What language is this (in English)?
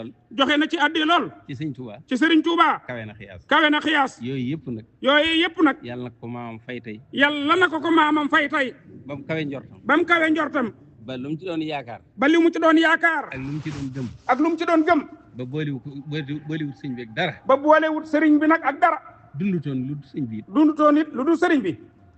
Wolof